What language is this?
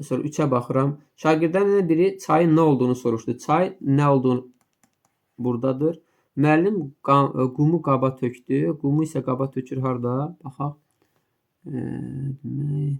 Azerbaijani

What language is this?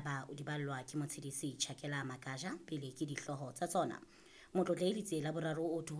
Southern Sotho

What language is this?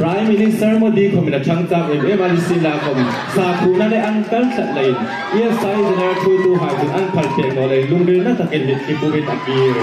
Hmar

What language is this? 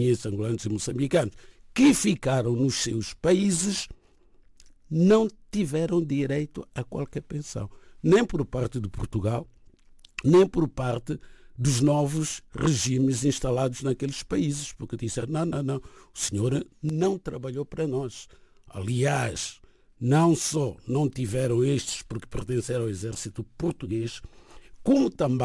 Portuguese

